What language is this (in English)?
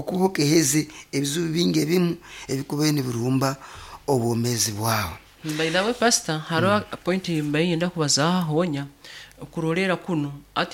Nyoro